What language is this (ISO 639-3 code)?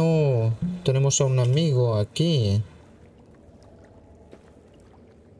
spa